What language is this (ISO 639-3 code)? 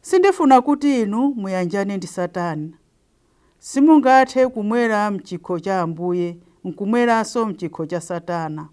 nya